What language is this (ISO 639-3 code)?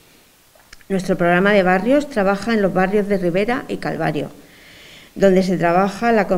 spa